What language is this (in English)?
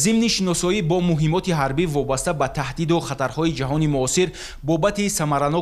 Tajik